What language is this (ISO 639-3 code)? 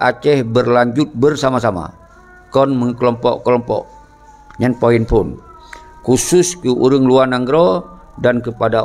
ace